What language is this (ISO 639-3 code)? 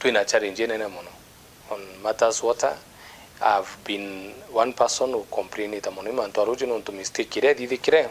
mer